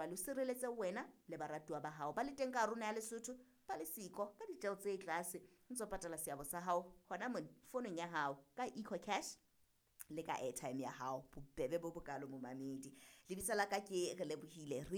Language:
Southern Sotho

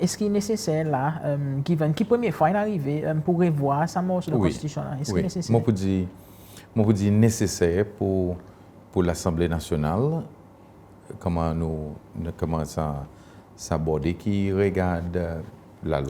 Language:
Seselwa Creole French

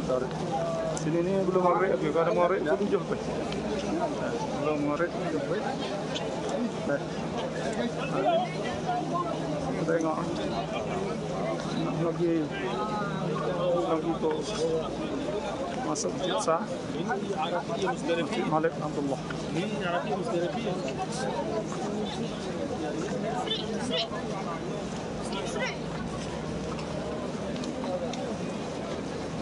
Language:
Malay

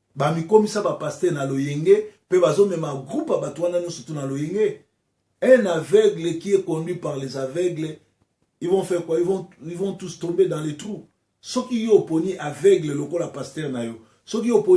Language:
Lingala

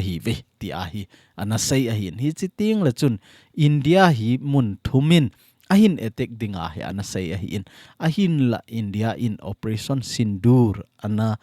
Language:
Thado Chin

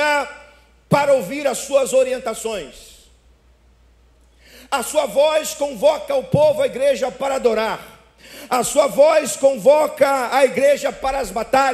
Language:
Portuguese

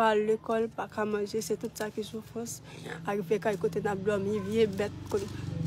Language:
Haitian Creole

